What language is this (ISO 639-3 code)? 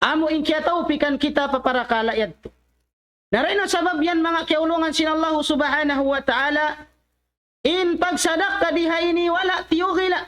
tsg